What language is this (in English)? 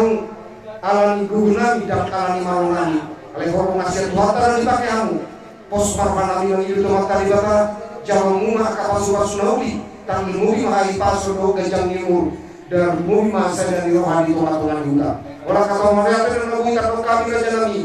Batak Toba